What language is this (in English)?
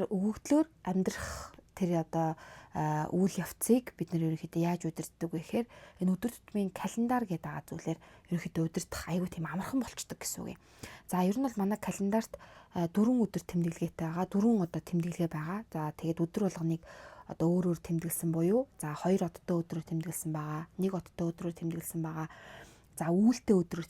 Mongolian